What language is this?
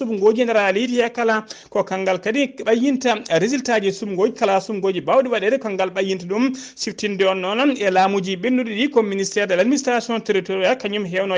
Fula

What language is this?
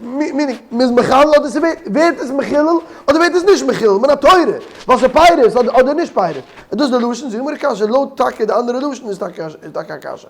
Yiddish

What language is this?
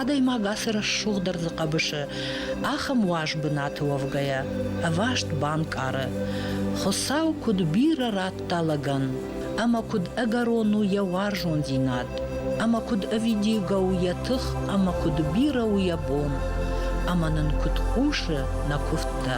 Ossetic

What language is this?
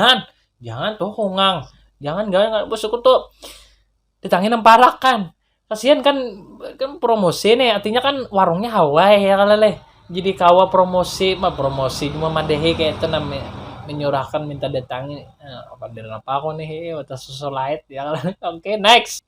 Banjar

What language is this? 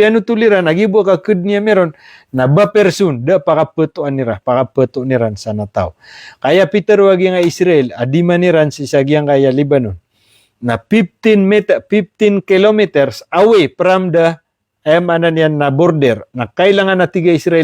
Maranao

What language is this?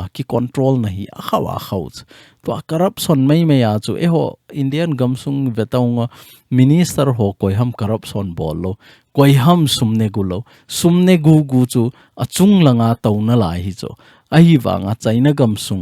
Thado Chin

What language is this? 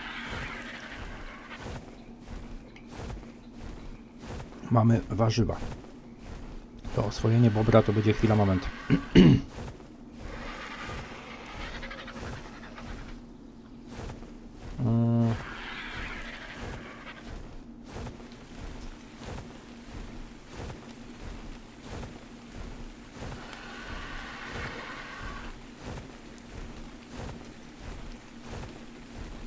Polish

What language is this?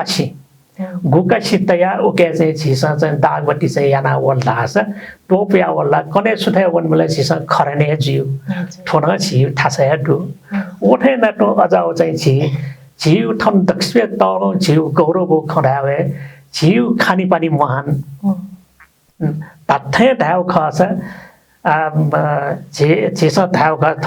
Newari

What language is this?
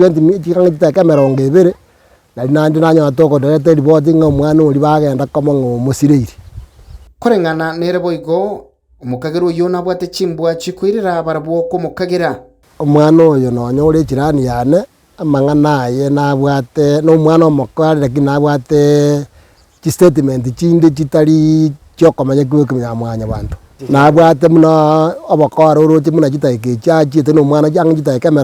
Gusii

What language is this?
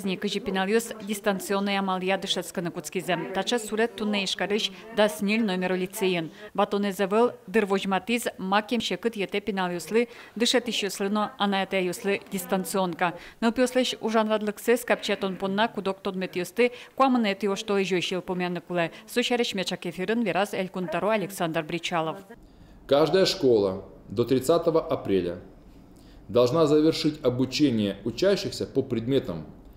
Udmurt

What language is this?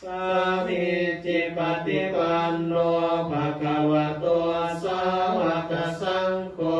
Pali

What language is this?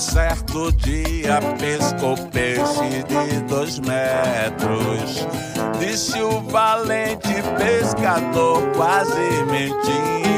Portuguese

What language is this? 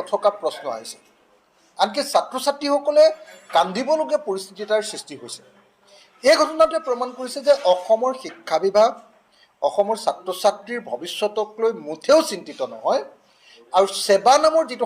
Assamese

